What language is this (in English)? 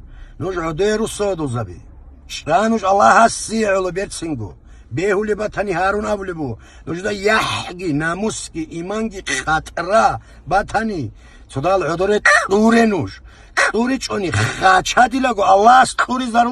Avaric